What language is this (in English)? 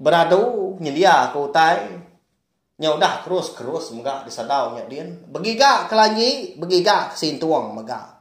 Iban